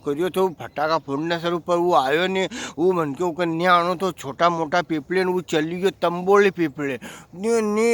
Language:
Rajasthani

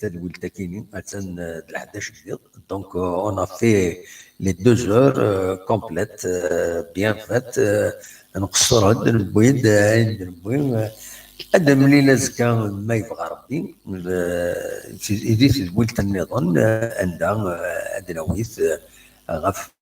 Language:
Kabyle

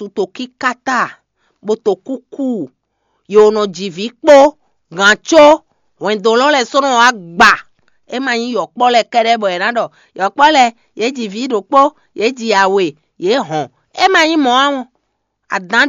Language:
Fon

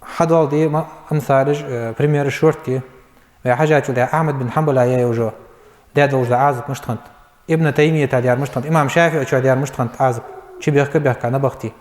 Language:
Ingush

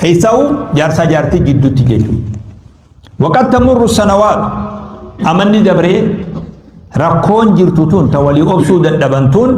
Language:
Oromo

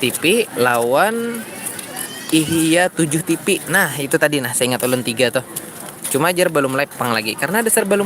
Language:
Banjar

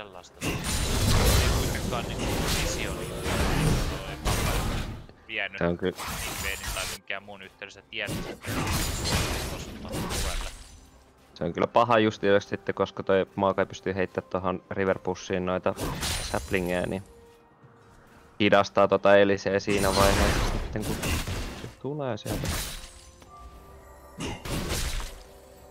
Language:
Finnish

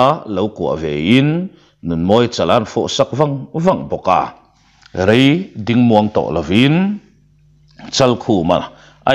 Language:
Mizo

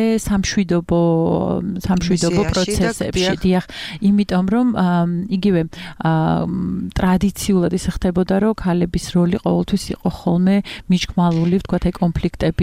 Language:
Georgian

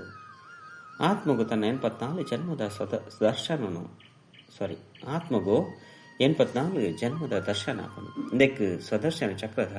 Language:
Tulu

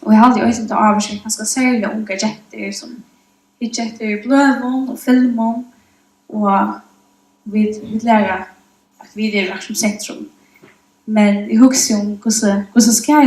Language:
Faroese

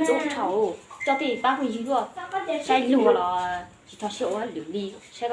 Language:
Hmong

